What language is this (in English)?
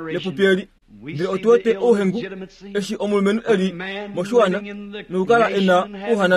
Kuanyama